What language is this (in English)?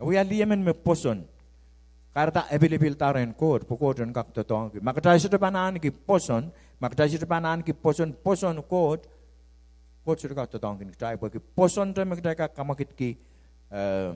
Pohnpeian